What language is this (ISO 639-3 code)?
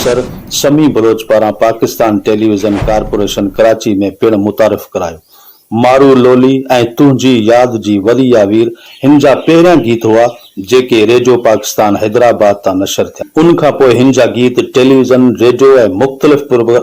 snd